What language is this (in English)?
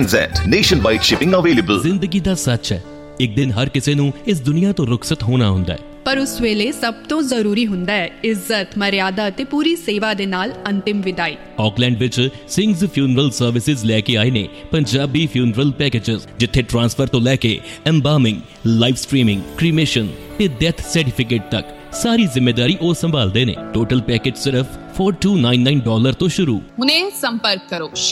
Punjabi